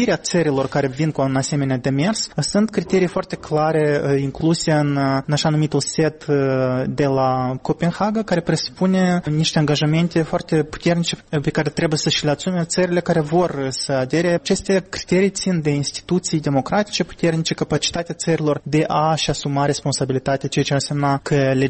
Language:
Romanian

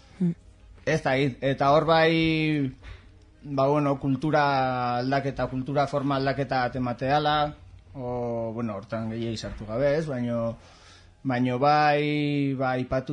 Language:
Basque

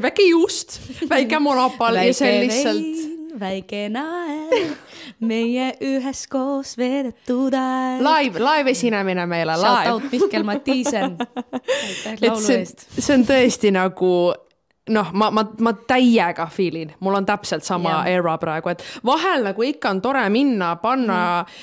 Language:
Estonian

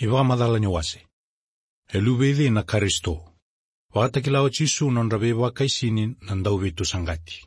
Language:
Fijian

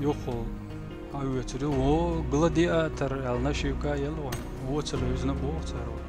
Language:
Chechen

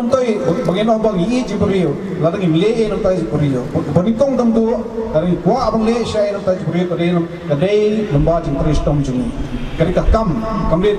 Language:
Khasi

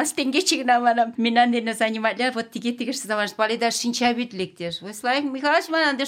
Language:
Mari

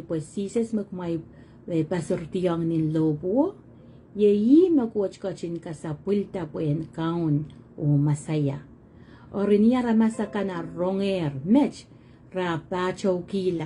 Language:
Pohnpeian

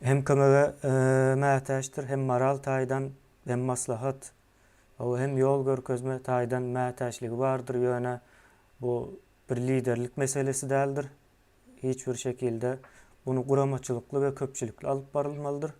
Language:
Turkmen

